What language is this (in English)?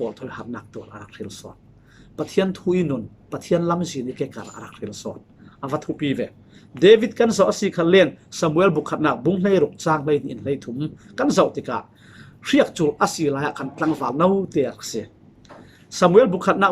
Falam Chin